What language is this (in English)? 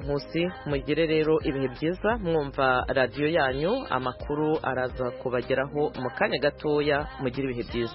Kinyarwanda